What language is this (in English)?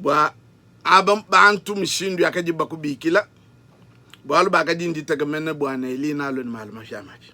Luba-Lulua